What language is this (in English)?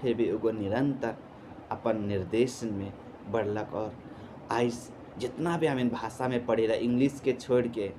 Sadri